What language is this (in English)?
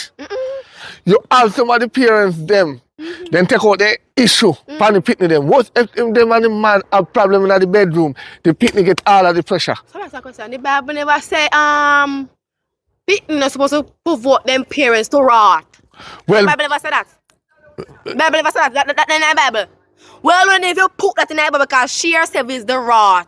Jamaican Creole English